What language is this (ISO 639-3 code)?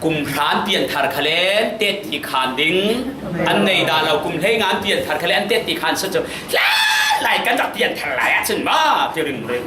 cfm